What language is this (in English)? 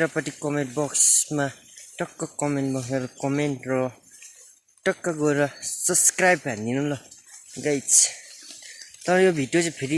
Nepali